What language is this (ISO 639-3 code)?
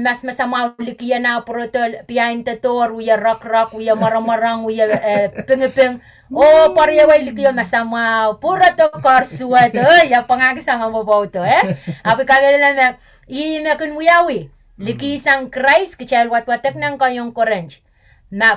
pon